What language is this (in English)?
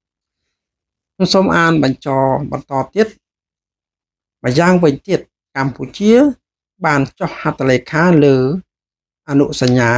Khmer